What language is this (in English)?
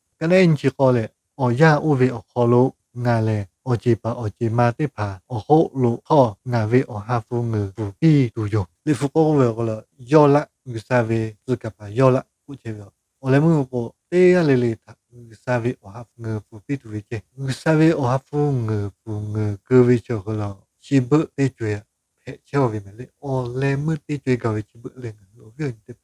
Lahu